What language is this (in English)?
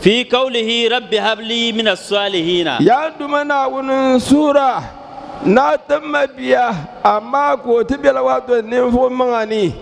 Dagbani